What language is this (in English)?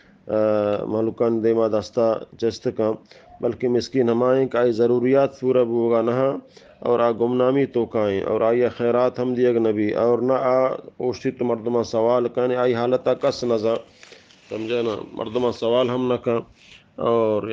Baluchi